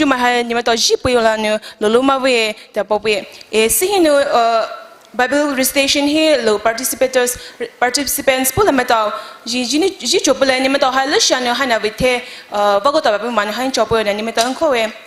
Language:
Poumei Naga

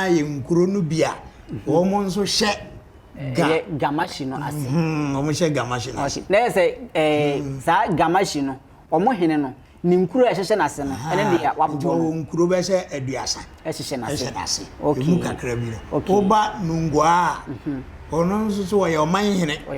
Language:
Akan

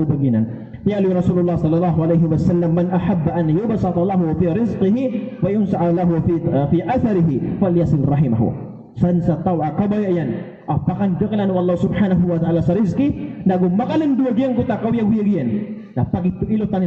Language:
Maranao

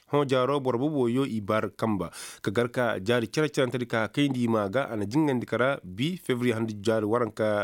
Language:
Koyraboro Senni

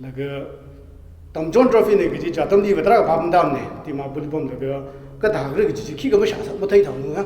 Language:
Tangkhul Naga (India)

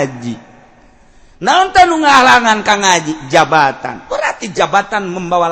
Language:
Sundanese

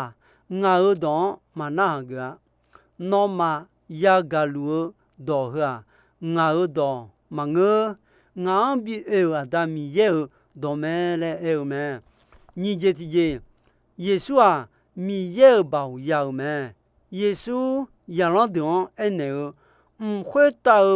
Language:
Akha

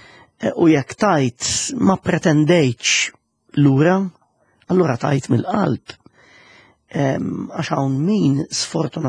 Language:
Maltese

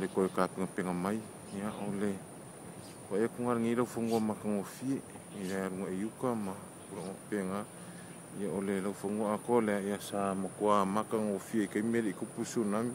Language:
Samoan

